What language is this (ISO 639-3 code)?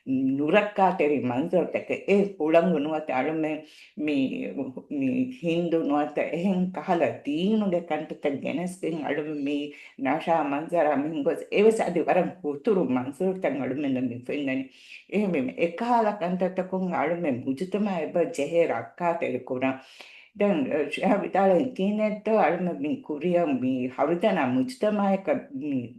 div